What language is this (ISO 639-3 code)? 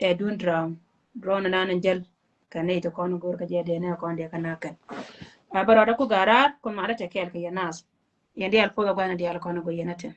nus